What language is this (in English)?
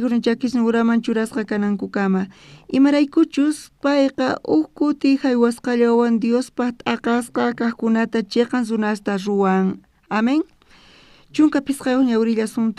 South Bolivian Quechua